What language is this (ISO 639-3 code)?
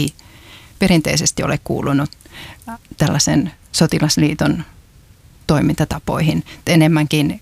fin